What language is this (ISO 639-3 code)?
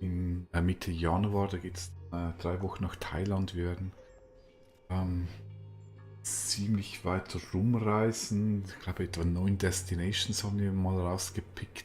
gsw